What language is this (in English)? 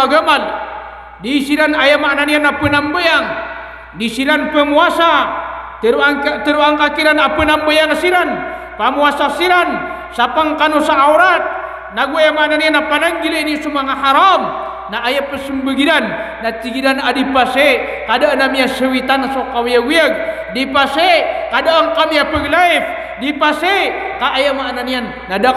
Maranao